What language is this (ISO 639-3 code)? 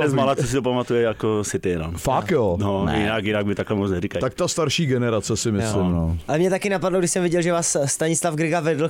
ces